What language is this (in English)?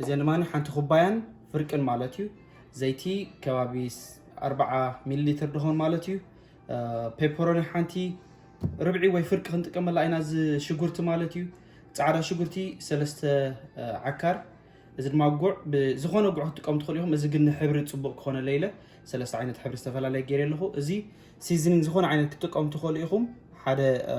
Tigrinya